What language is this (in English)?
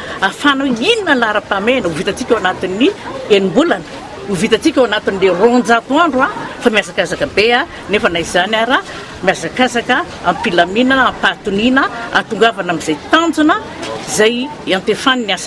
Malagasy